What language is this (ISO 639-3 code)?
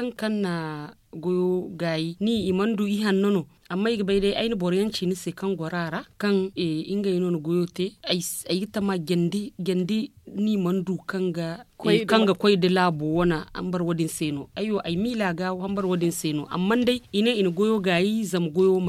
dje